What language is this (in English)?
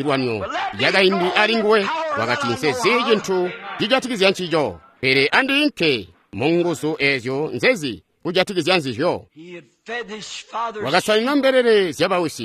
Tonga (Zambia)